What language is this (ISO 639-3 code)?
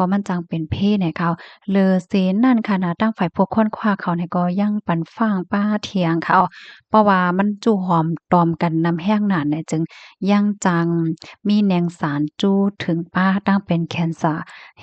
shn